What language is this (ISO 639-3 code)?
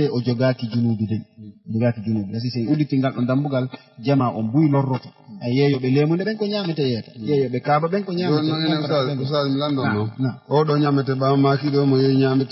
ful